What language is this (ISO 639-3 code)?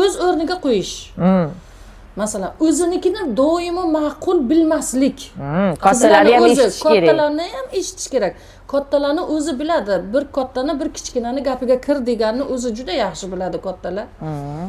uzb